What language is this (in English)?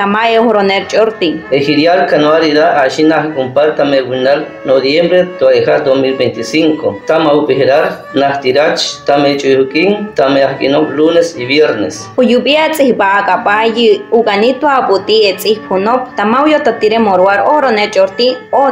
Chortí